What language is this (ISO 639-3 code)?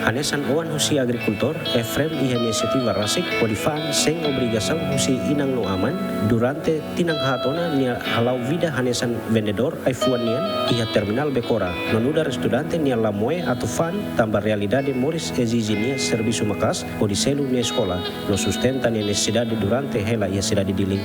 tet